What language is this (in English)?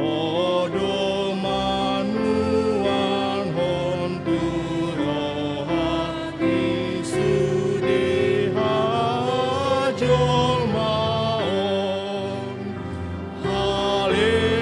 Batak Toba